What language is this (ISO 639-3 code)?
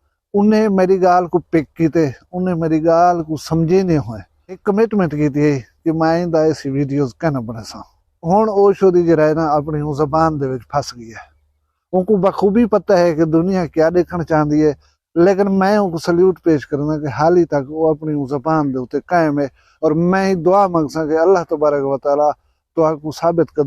skr